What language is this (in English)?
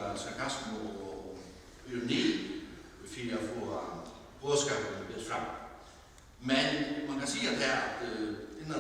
Faroese